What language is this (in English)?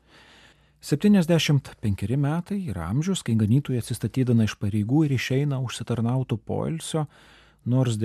Lithuanian